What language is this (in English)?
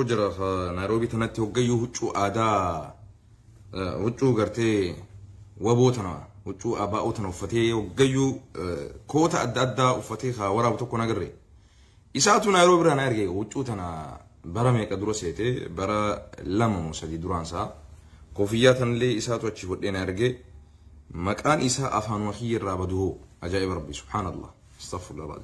Oromo